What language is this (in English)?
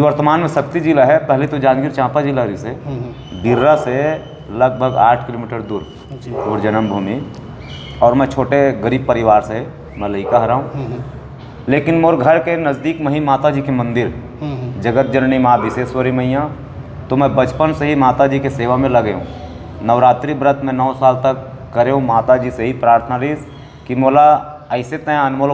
Chhattisgarhi